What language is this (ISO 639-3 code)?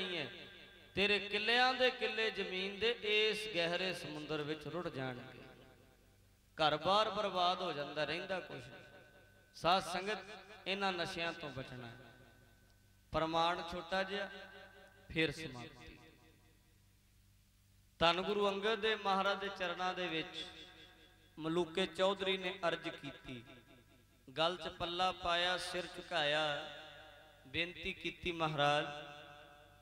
pan